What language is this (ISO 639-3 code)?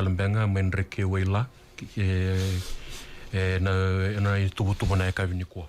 fij